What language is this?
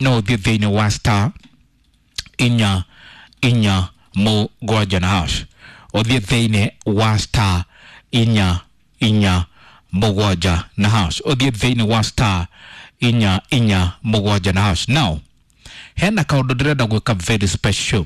Kikuyu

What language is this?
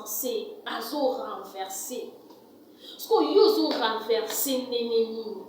Lingala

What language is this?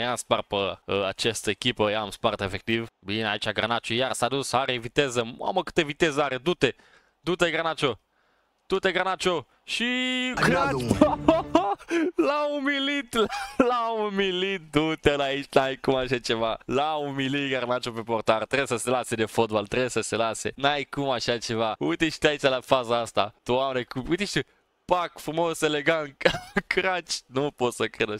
Romanian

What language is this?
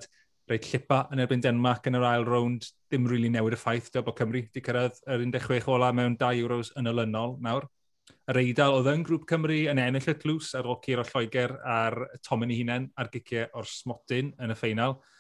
Welsh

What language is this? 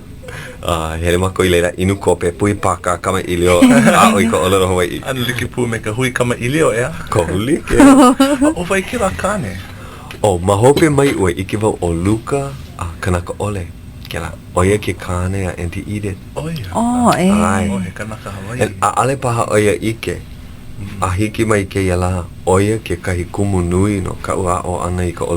Hawaiian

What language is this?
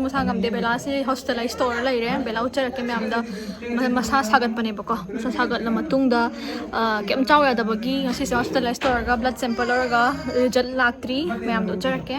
Manipuri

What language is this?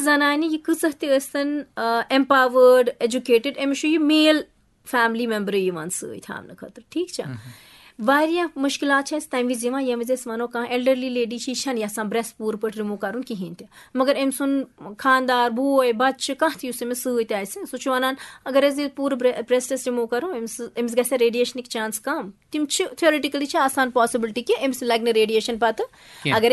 Kashmiri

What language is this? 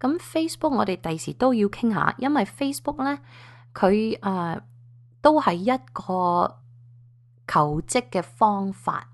Cantonese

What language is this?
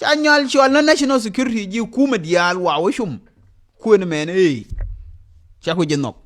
Nuer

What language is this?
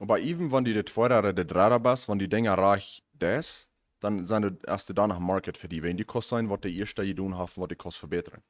Plautdietsch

